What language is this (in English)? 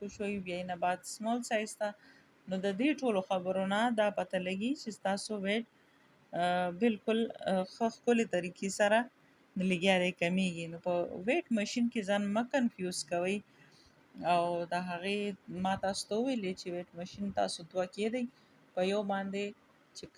Pashto